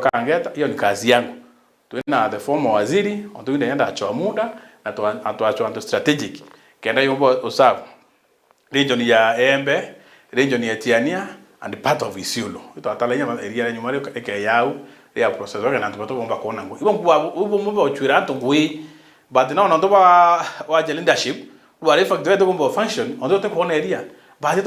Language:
Meru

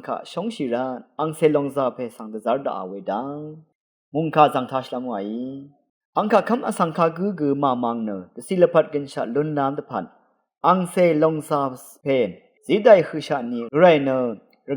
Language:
Rawang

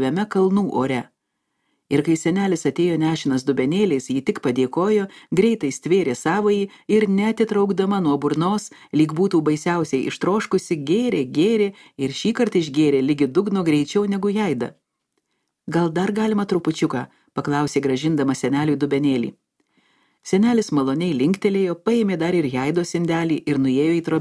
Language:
Lithuanian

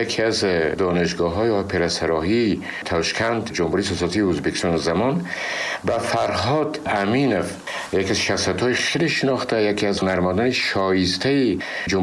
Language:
Tajik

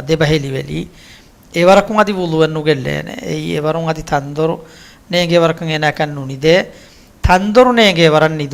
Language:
Divehi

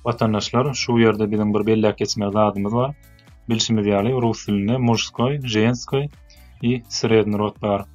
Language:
Turkmen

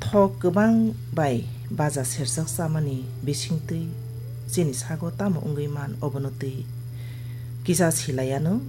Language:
Kok Borok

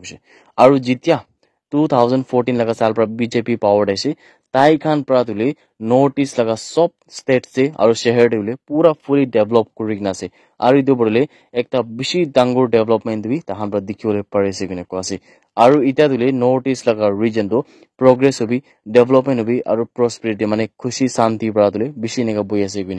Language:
Naga Pidgin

